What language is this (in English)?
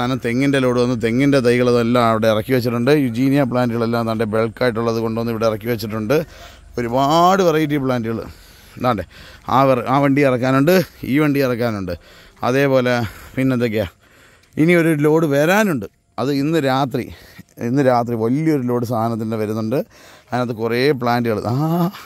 Malayalam